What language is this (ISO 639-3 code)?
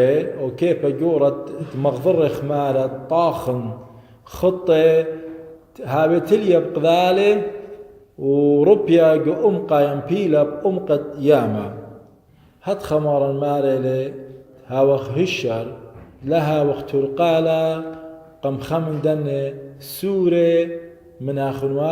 aii